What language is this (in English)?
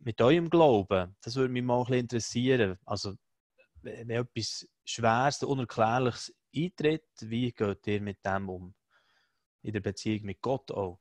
Swiss German